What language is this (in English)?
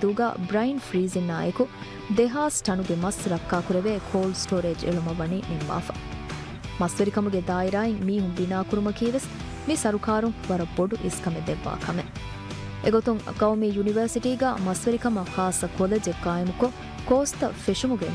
Divehi